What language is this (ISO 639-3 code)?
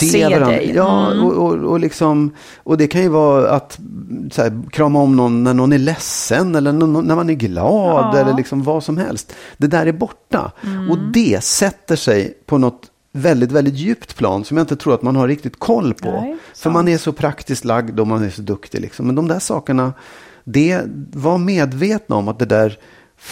swe